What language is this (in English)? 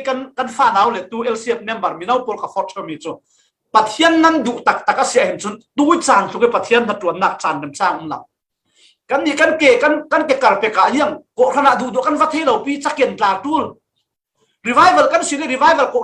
Falam Chin